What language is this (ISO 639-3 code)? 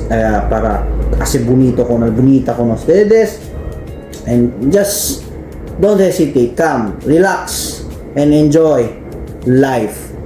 cbk